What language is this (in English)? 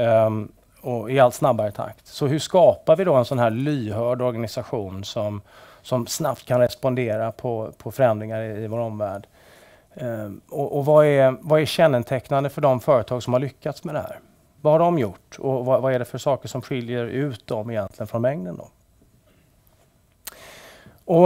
Swedish